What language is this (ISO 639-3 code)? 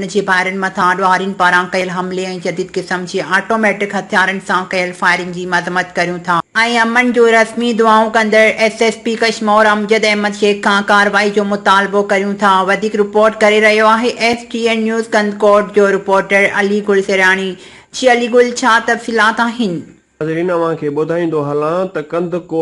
snd